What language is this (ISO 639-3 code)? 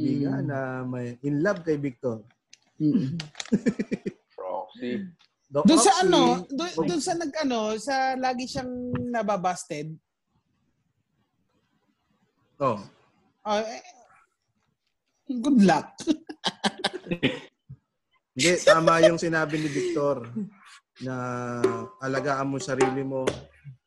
fil